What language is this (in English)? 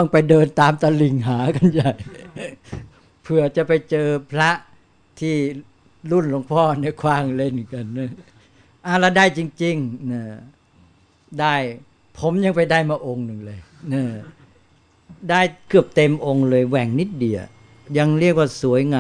Thai